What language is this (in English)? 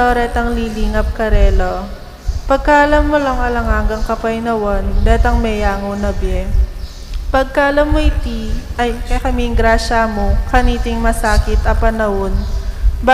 Pampanga